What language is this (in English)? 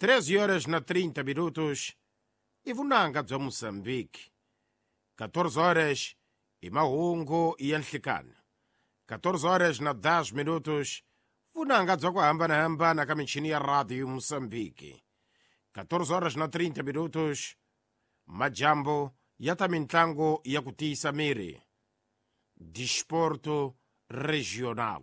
Tsonga